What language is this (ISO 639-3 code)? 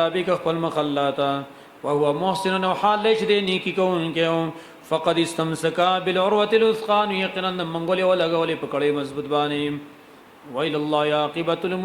pus